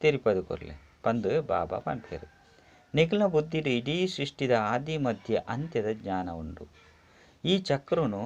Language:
Tulu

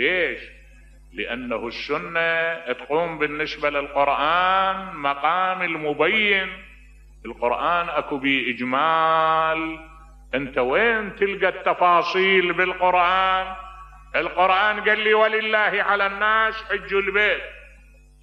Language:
Mesopotamian Arabic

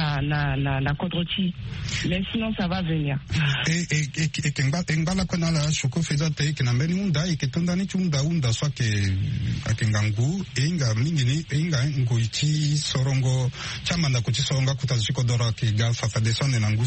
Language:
Sango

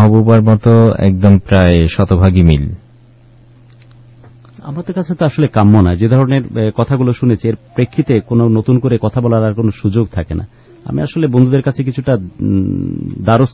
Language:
Bangla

